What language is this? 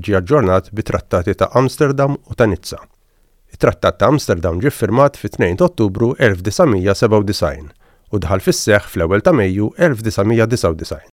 Maltese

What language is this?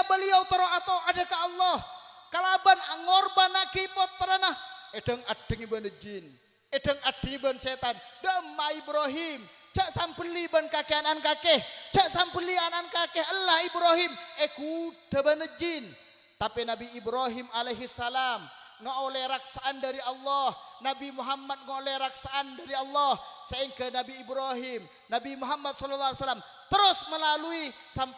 Madurese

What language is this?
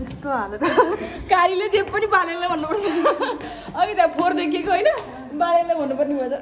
Nepali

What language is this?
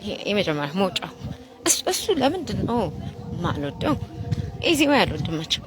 Amharic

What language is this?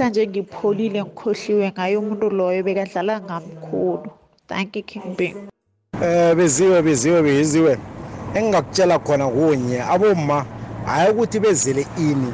South Ndebele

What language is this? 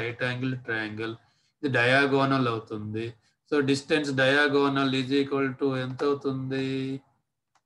Telugu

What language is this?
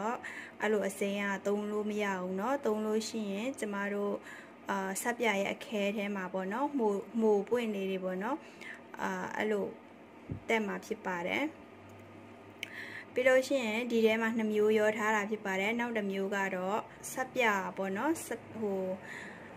Burmese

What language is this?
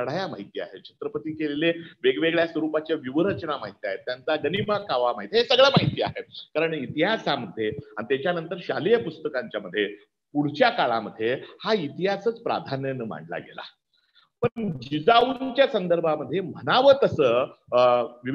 Marathi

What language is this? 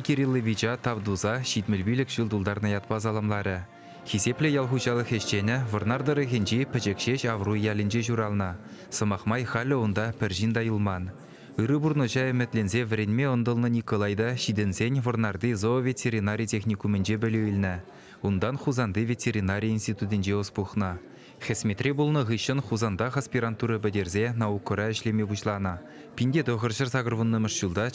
Chuvash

